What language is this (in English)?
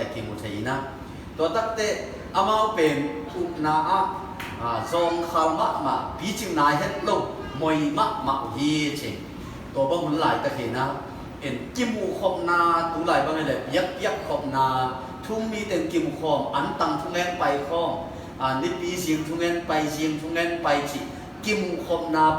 Tedim Chin